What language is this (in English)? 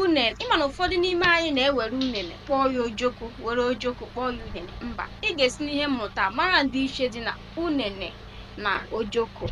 Igbo